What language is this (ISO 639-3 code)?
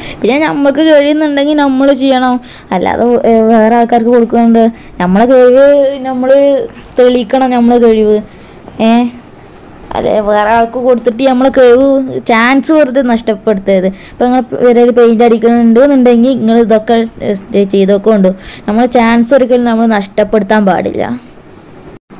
mal